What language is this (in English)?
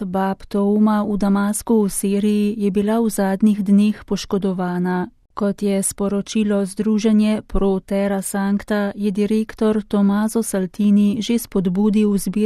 Slovenian